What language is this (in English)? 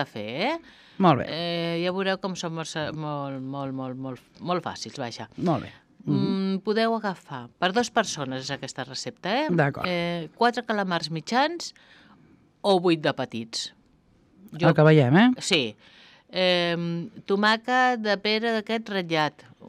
Catalan